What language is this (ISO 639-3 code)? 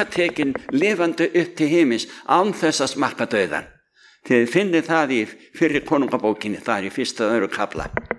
isl